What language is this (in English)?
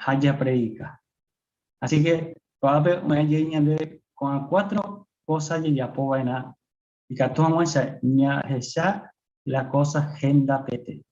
Guarani